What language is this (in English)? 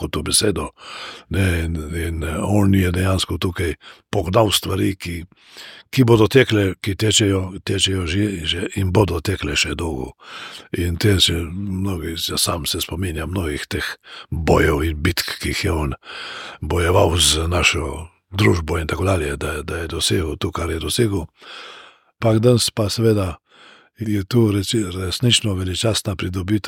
Slovenian